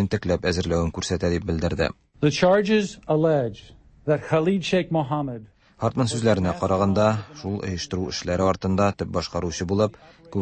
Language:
Tatar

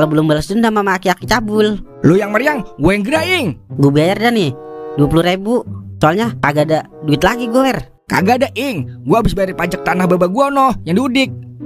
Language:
Betawi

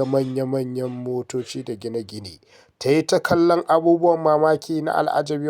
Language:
Hausa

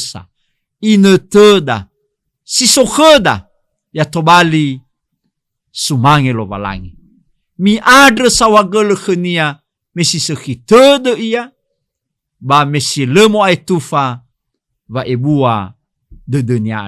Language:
Nias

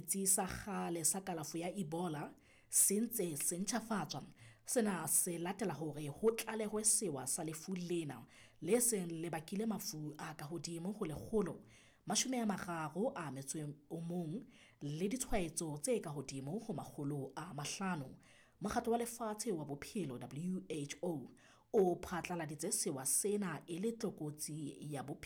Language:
Southern Sotho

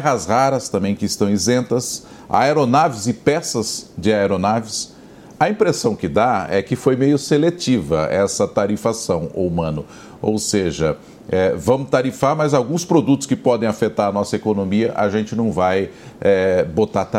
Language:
Portuguese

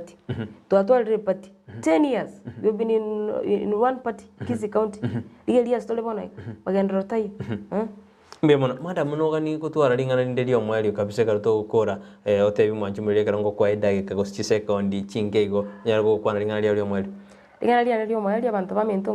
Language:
Gusii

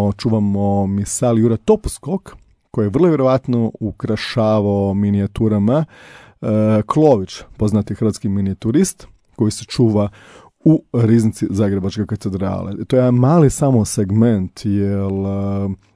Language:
Croatian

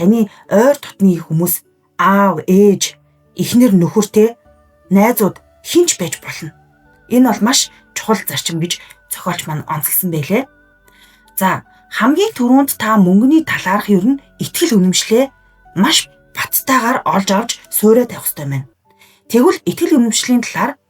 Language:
Mongolian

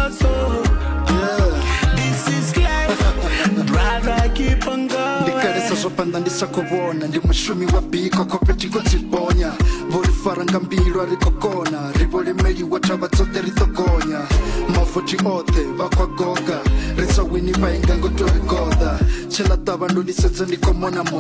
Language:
Venda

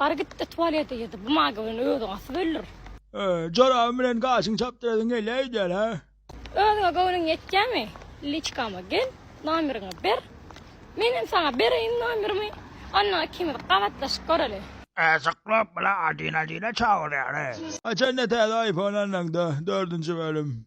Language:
Turkmen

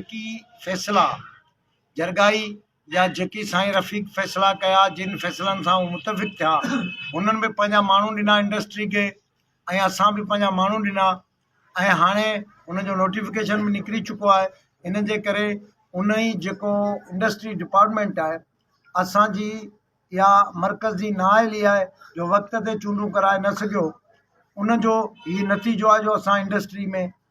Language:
Sindhi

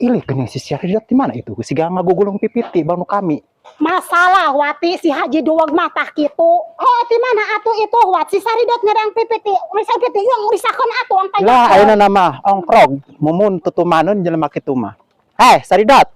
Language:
Sundanese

